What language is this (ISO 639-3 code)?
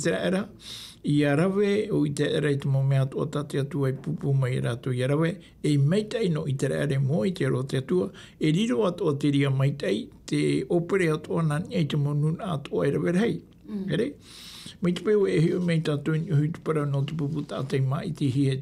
tah